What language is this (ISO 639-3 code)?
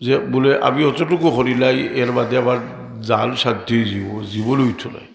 syl